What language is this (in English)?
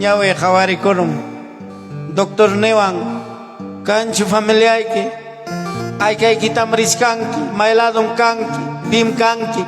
Ayacucho Quechua